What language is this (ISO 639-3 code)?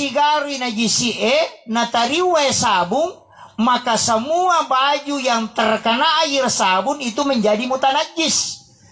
bug